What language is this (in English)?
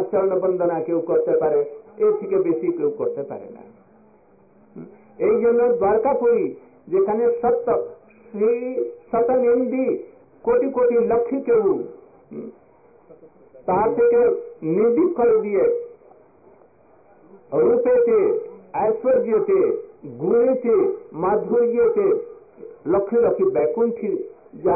Bangla